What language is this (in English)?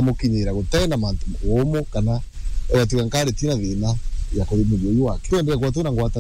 Meru